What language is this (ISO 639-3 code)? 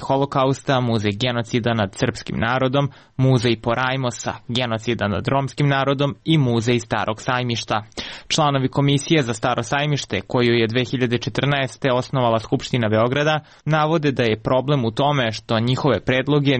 srp